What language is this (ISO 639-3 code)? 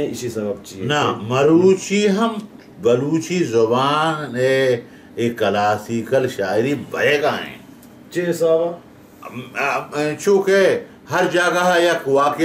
bal